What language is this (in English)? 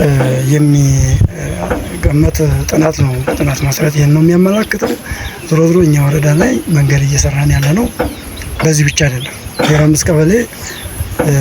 Amharic